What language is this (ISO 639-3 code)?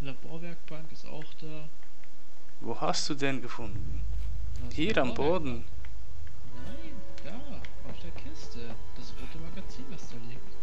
gsw